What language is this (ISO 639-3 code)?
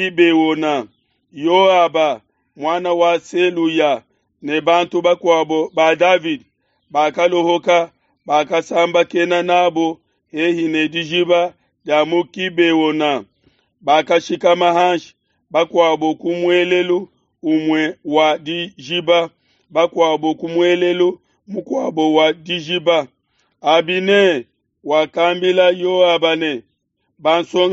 lua